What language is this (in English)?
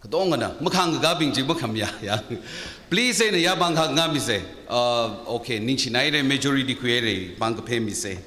Tangkhul Naga (India)